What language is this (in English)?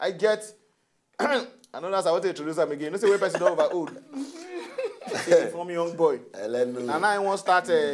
Nigerian Pidgin